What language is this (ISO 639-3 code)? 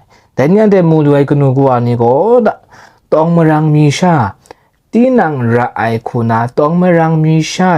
kac